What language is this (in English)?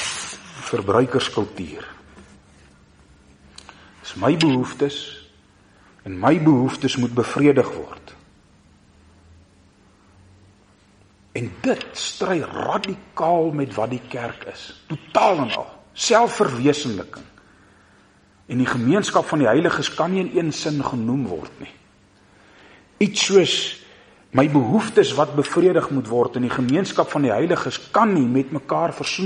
Afrikaans